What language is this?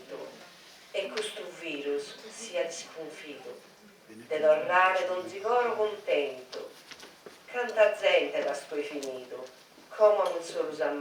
Sardinian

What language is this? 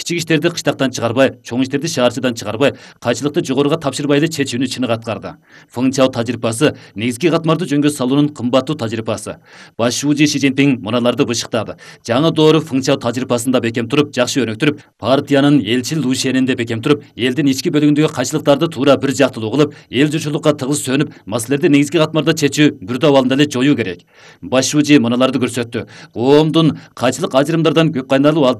Kyrgyz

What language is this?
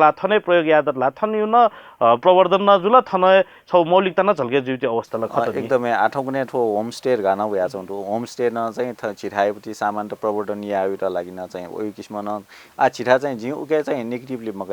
Newari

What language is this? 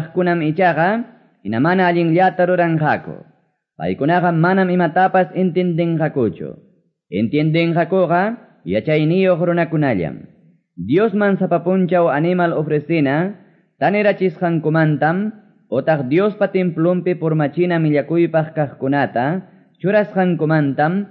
Quechua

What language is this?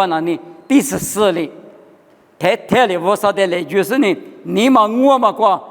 Lisu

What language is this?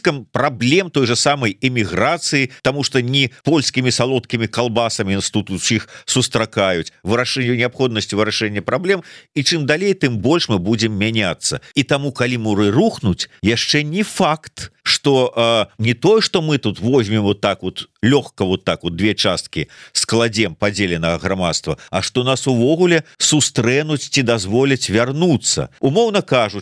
Belarusian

